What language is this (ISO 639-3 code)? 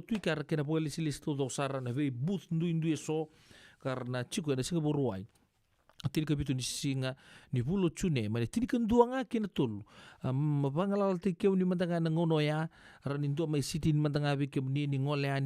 fij